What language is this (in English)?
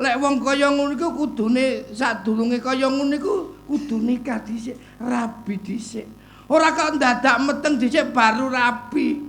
Javanese